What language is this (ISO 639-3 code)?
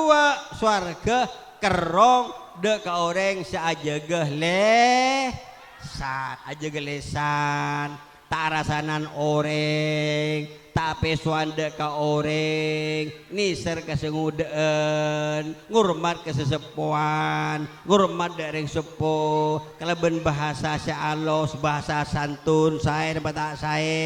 mad